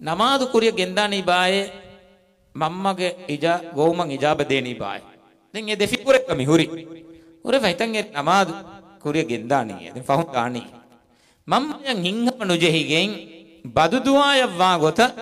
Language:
Divehi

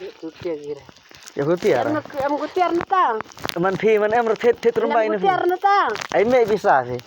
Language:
Khasi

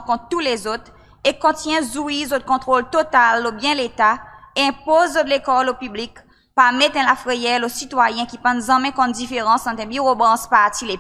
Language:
Seselwa Creole French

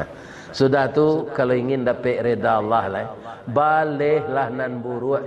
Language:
Minangkabau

